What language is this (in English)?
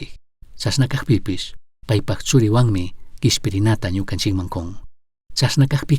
Chimborazo Highland Quichua